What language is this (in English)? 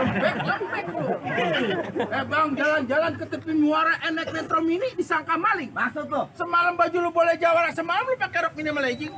Betawi